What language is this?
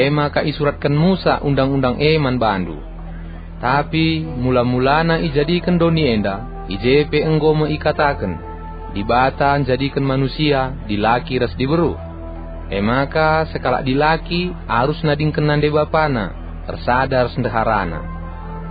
Batak Karo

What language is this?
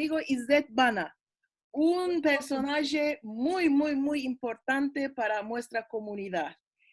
Ladino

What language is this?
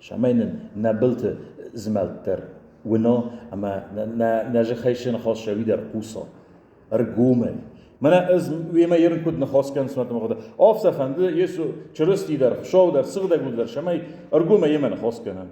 Ossetic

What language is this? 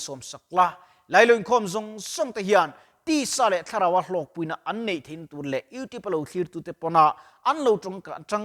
Mizo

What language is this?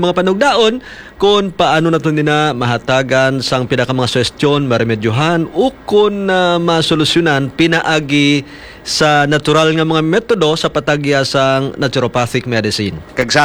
Hiligaynon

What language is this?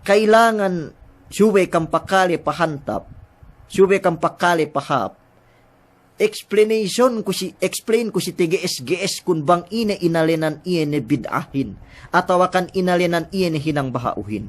Yakan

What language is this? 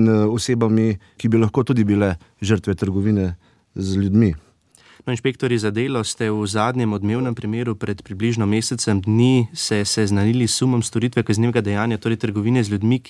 Slovenian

